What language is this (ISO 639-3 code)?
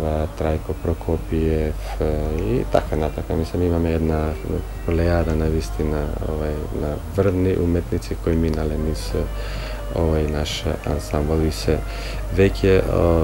mkd